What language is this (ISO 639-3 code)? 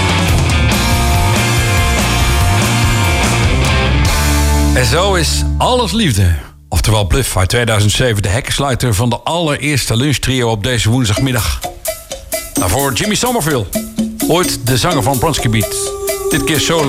nld